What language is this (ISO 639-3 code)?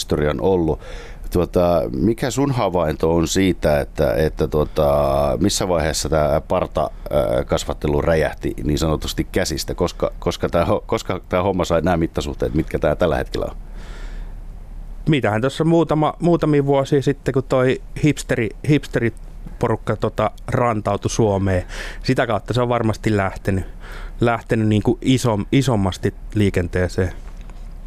fin